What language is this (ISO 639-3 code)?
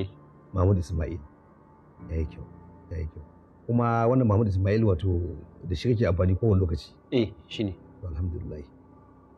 hau